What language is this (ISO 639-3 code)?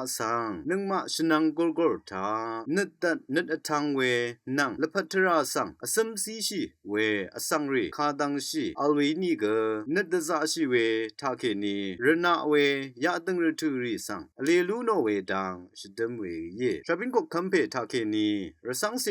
raw